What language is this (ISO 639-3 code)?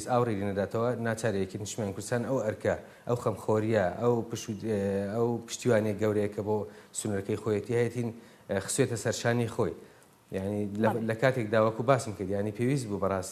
ckb